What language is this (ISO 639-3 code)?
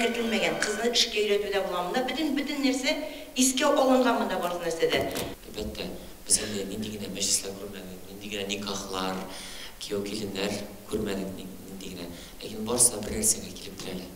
tat